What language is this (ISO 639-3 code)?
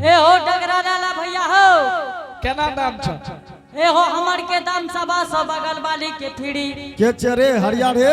anp